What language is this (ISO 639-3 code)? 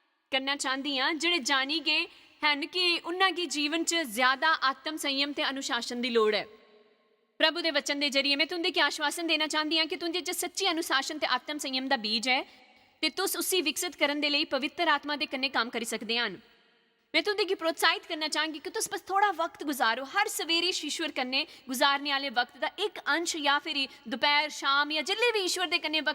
doi